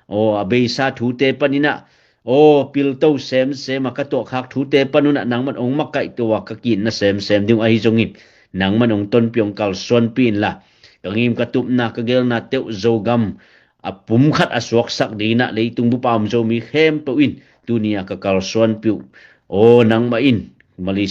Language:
Tedim Chin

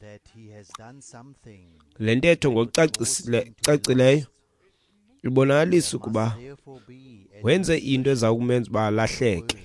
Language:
Xhosa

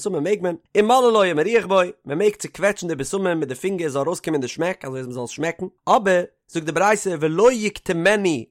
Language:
Yiddish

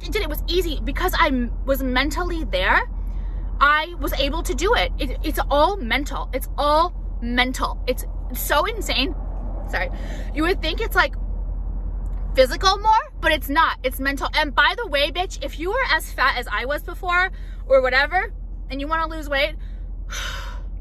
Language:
English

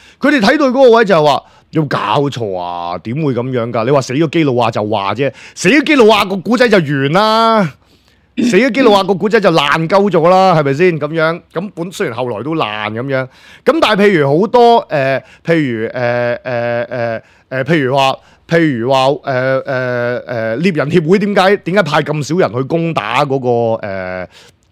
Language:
Cantonese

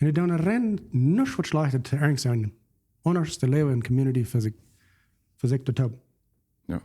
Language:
Plautdietsch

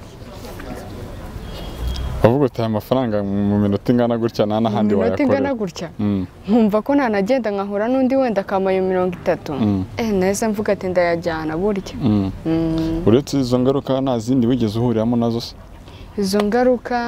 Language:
Kinyarwanda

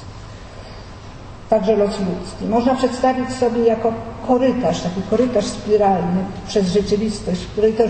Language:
Polish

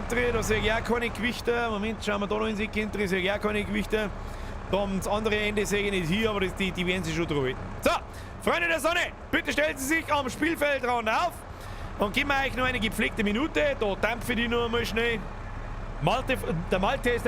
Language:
Bavarian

